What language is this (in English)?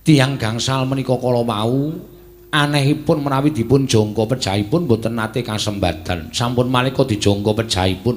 Javanese